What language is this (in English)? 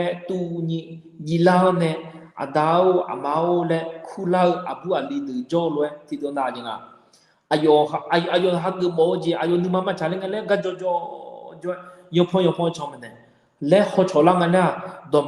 Akha